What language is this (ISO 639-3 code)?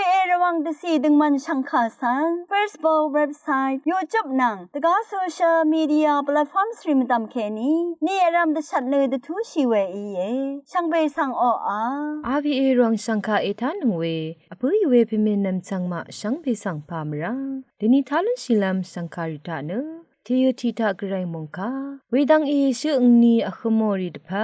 raw